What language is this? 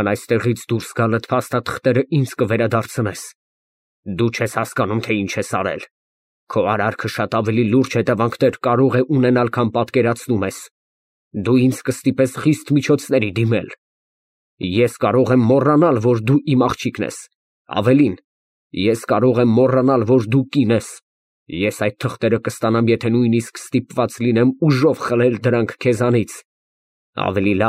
Armenian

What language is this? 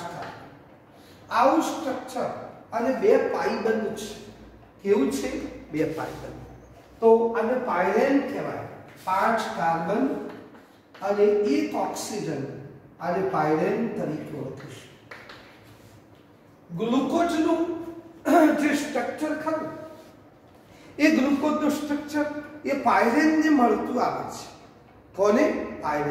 Gujarati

